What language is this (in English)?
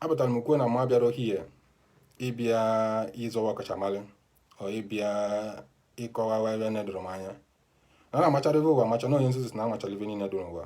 Igbo